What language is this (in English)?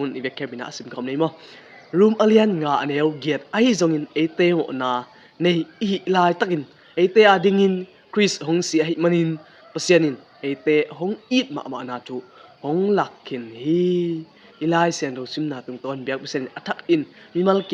Tedim Chin